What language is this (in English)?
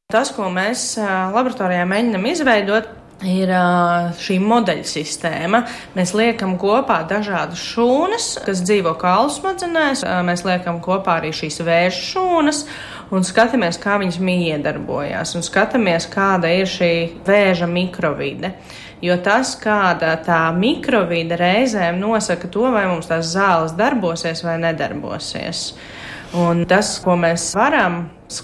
Latvian